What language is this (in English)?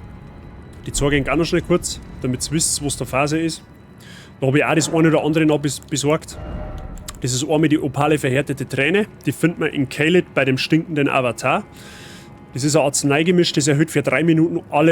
Bavarian